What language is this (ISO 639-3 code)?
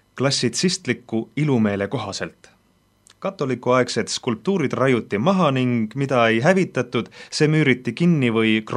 est